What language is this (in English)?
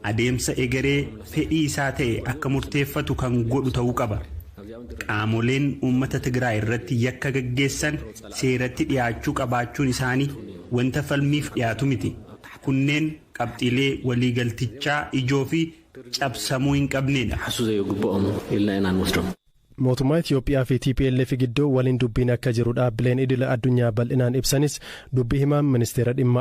Oromo